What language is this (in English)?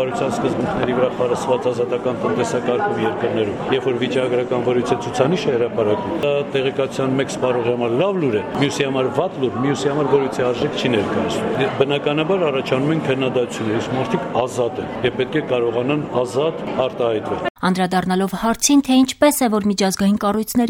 Armenian